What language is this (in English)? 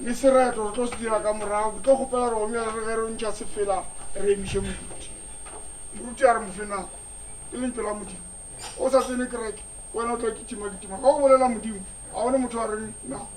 Northern Sotho